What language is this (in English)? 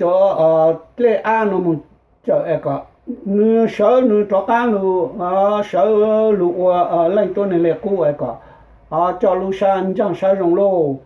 Hmong